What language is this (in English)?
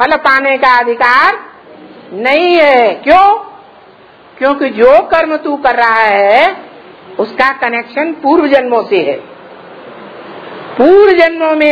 Hindi